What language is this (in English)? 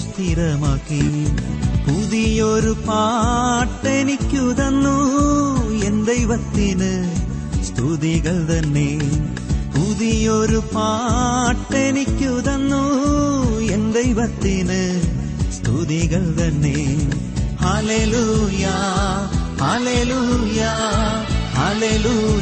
Malayalam